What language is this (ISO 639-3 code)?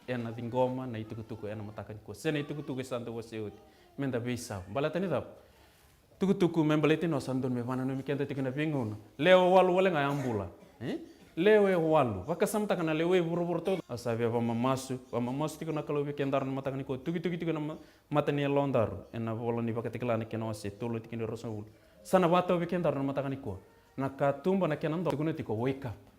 fij